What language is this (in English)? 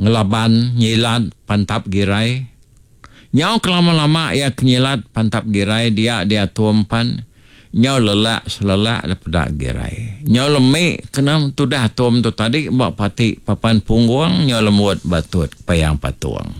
Iban